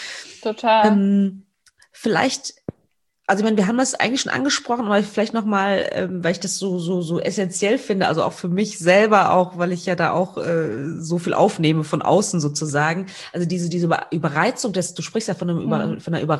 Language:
German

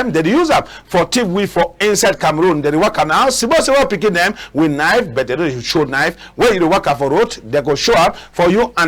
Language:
Cameroon Pidgin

